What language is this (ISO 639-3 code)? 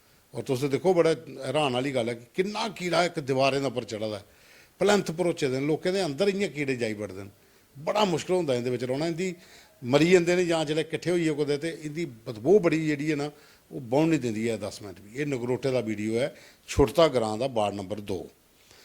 doi